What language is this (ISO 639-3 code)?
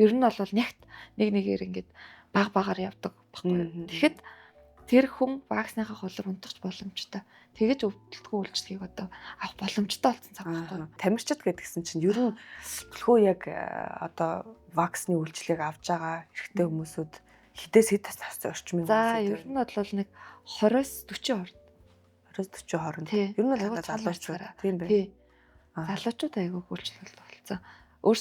mon